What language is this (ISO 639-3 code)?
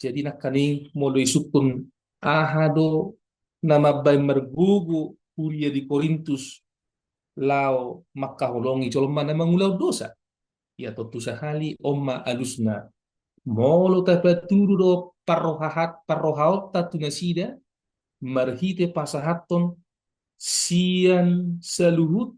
bbc